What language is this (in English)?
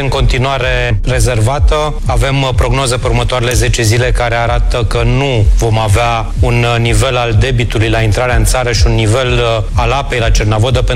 Romanian